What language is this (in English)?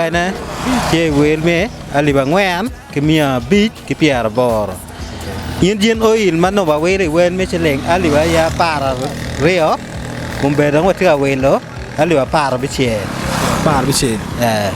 Acoli